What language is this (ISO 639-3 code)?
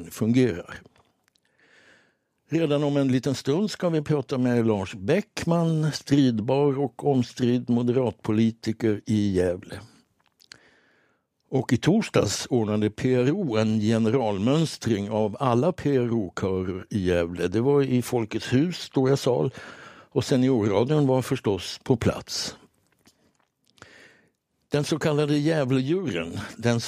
swe